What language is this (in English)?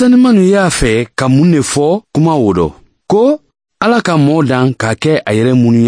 Mandingo